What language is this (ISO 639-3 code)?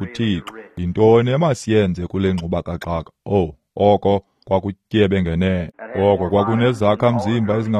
xho